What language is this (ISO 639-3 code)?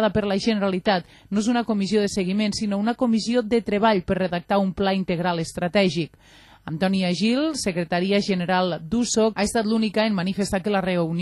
cat